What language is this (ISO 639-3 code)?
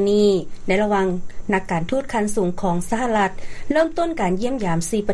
lao